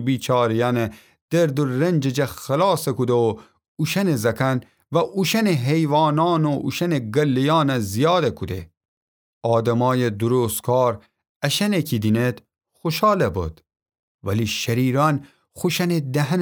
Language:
Gilaki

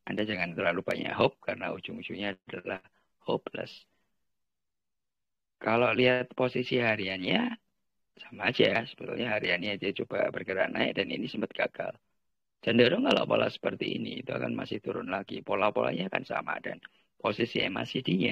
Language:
Indonesian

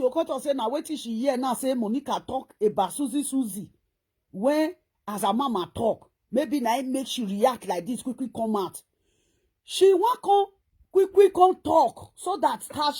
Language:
Nigerian Pidgin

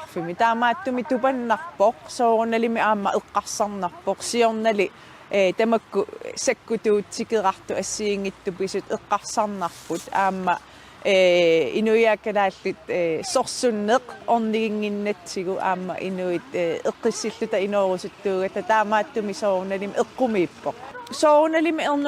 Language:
Kalaallisut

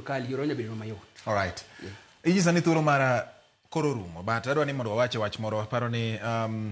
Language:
Luo (Kenya and Tanzania)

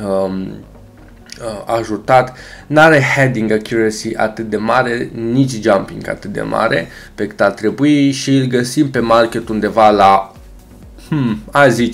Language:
Romanian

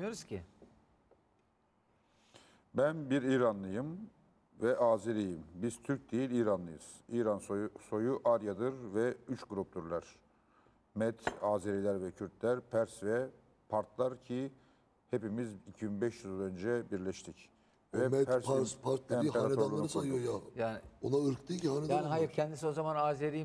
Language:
Turkish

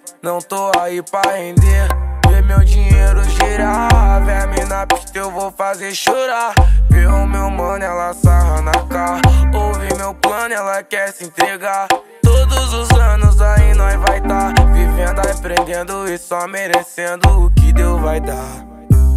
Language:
Portuguese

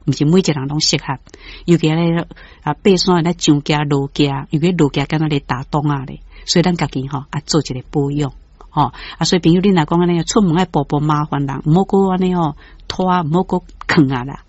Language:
Min Nan Chinese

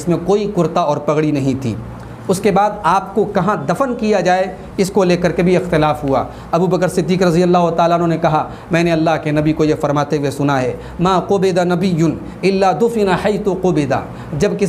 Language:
Urdu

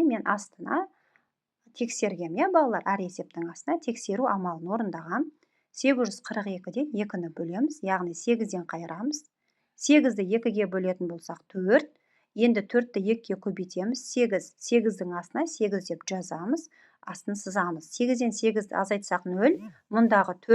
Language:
Kazakh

